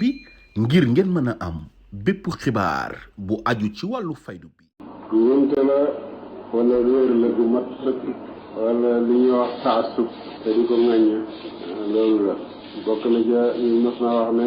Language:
Wolof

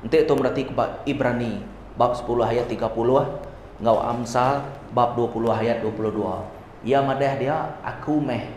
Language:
Iban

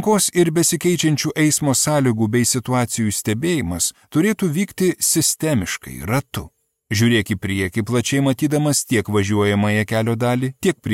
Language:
Lithuanian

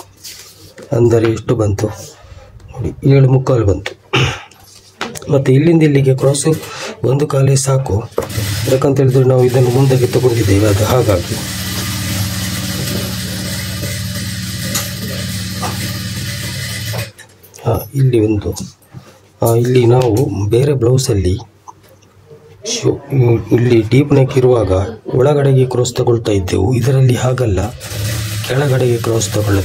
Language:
Kannada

